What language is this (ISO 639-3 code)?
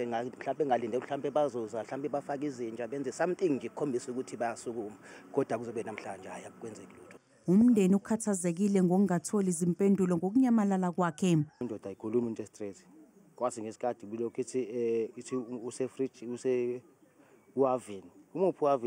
zul